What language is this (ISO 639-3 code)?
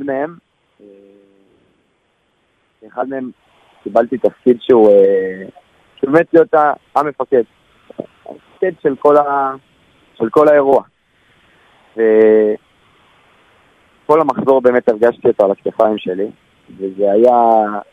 heb